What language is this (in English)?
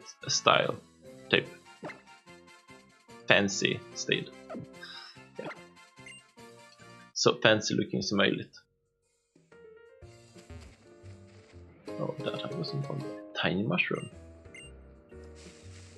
Swedish